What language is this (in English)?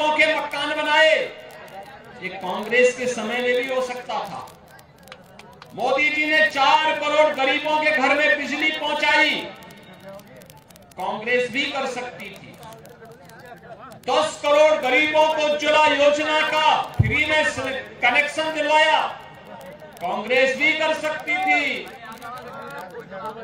Hindi